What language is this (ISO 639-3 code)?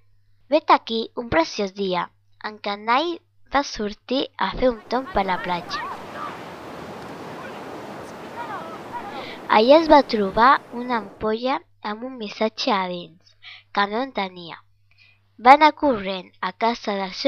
cat